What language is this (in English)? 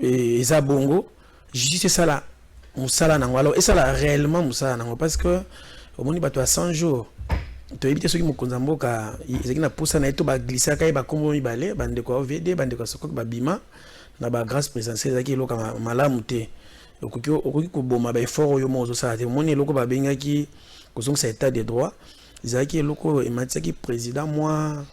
Lingala